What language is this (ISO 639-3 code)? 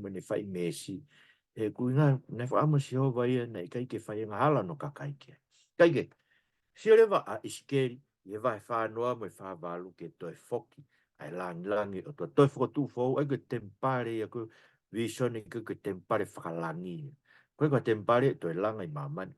ton